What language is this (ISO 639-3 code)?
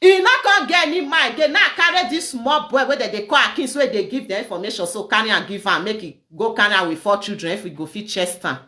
pcm